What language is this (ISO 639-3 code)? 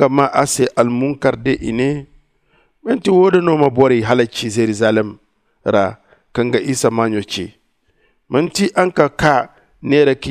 dje